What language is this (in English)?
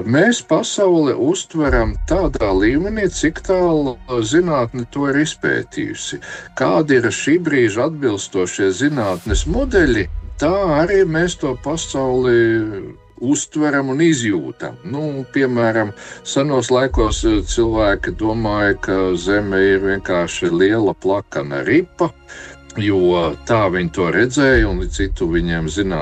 Latvian